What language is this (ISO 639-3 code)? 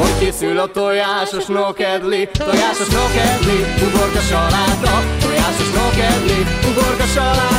hun